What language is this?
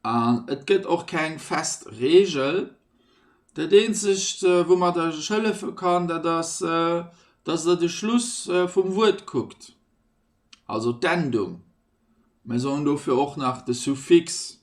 Luxembourgish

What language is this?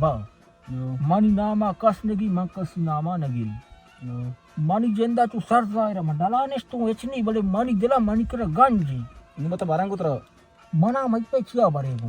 Baluchi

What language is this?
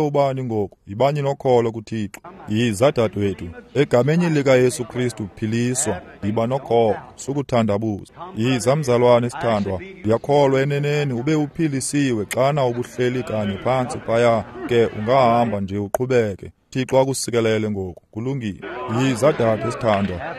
Xhosa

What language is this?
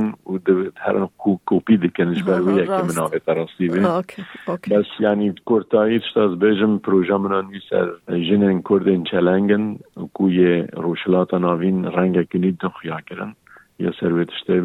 Kurdish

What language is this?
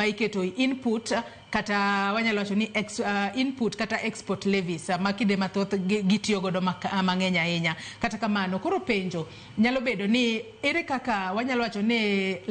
Luo (Kenya and Tanzania)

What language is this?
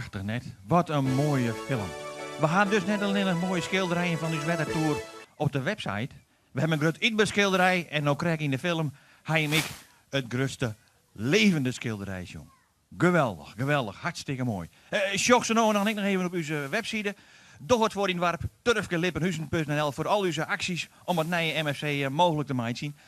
Western Frisian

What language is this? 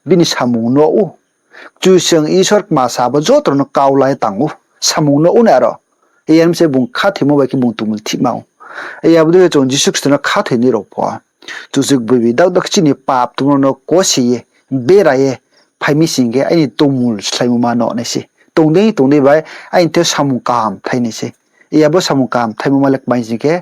Riang (India)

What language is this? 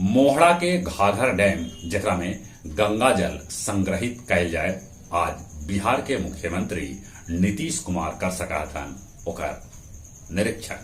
Magahi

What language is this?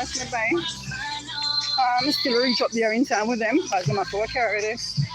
Jamaican Creole English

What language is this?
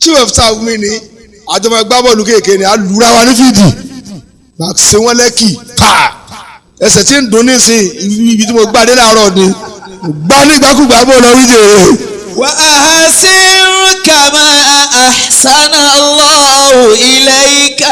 Yoruba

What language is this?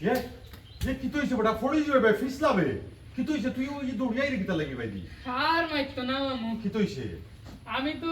Sylheti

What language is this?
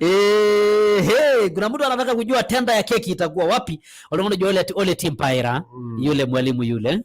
Masai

